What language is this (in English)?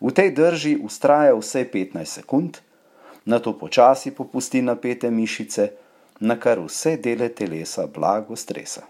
Slovenian